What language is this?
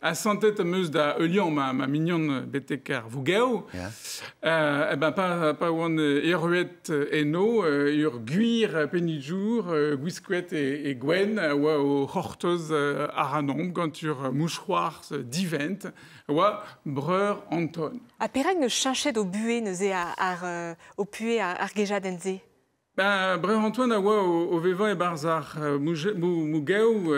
Breton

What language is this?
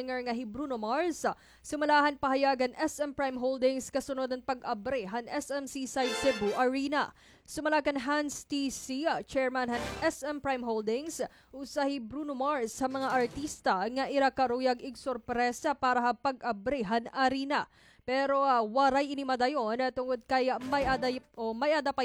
Waray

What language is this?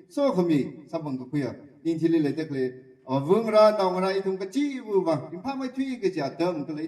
Tangkhul Naga (India)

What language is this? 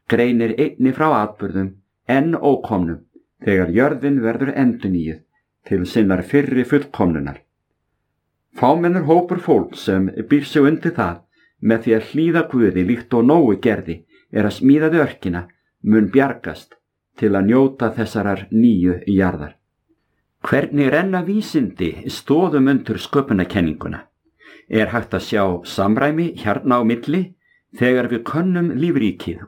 Icelandic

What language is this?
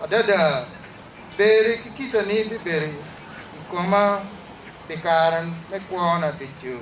Acoli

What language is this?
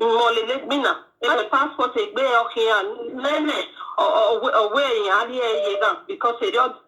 Nigerian Pidgin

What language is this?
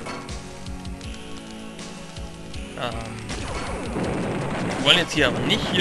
German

